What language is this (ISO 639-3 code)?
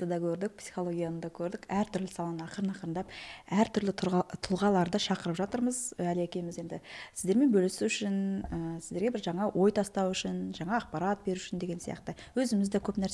kaz